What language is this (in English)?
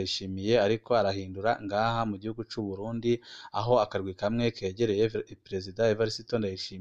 Rundi